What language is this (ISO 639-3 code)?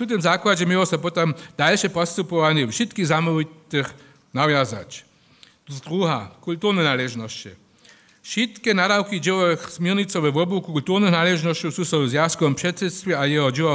hsb